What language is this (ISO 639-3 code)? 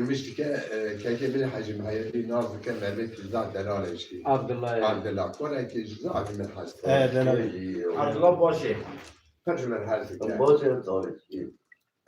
kur